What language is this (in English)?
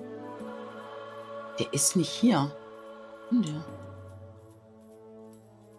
German